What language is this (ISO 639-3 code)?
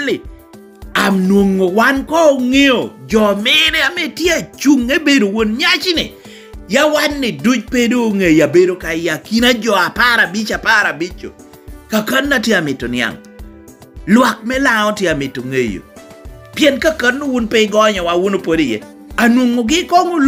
laj